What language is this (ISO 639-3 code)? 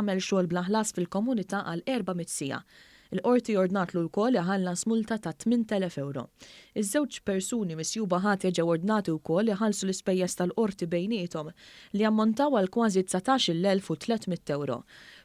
mlt